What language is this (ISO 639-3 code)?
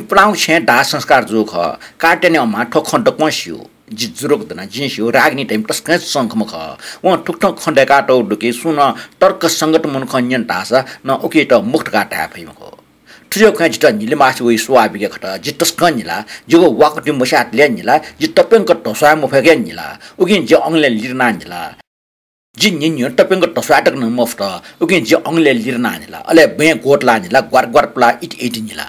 new